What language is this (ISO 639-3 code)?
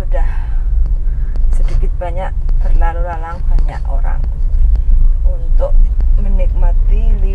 ind